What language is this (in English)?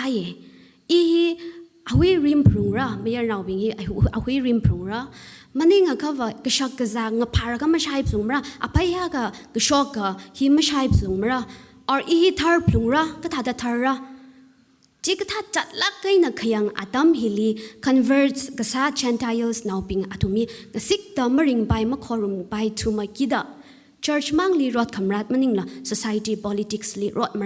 Tangkhul Naga (India)